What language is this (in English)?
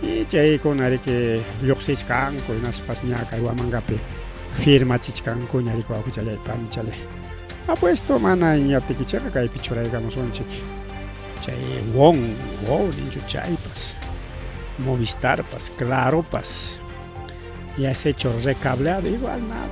Ayacucho Quechua